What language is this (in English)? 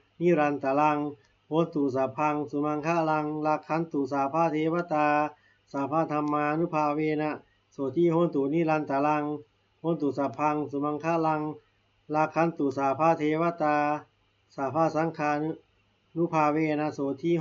Pali